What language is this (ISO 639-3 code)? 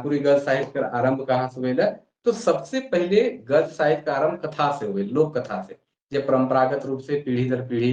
sck